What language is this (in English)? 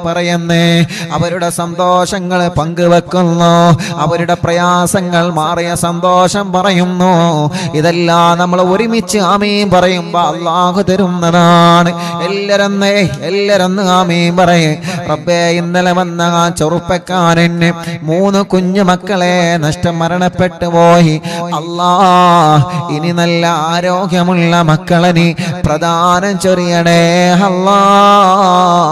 Malayalam